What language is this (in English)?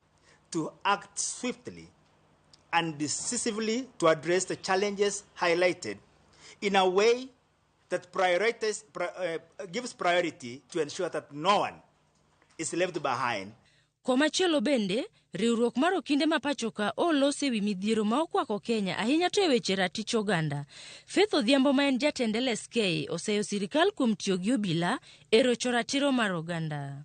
Luo (Kenya and Tanzania)